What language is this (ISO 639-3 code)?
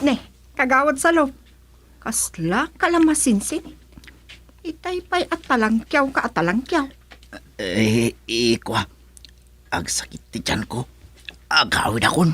ilo